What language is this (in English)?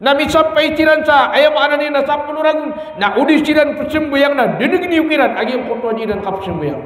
Maranao